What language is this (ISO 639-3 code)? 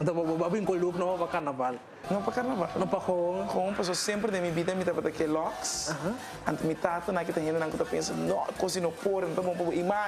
pap